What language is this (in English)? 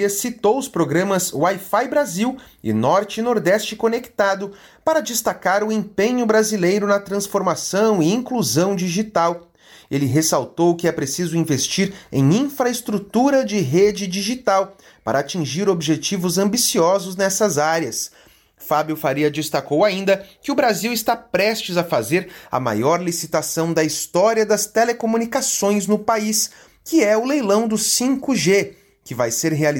Portuguese